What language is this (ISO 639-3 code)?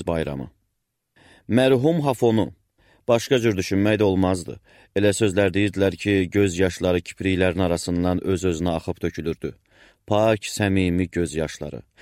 aze